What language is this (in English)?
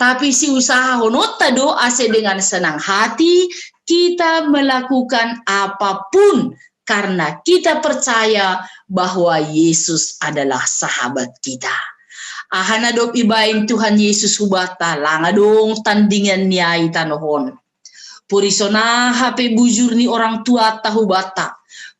Batak Simalungun